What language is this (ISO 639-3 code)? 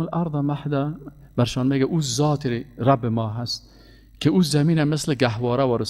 fas